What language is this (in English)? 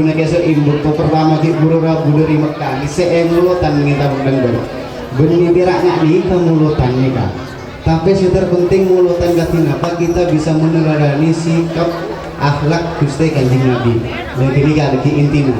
Madurese